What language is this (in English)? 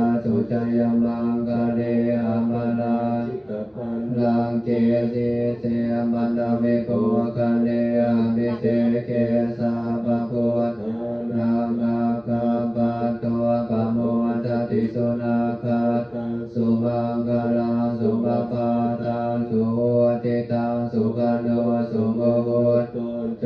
Pali